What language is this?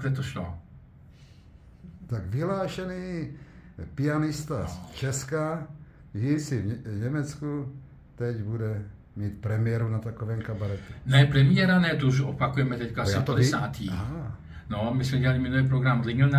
Czech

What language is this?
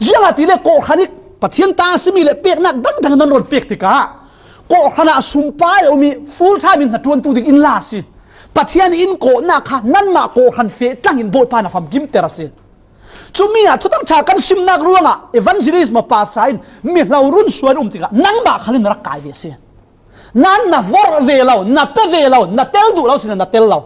Falam Chin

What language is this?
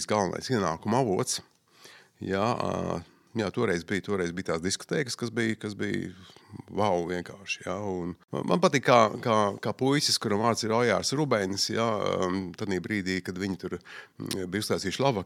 Latvian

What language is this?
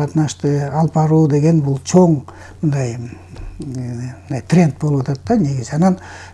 Kyrgyz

